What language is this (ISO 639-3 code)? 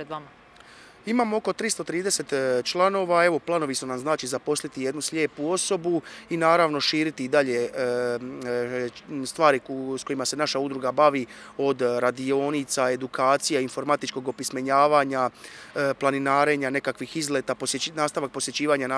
hrv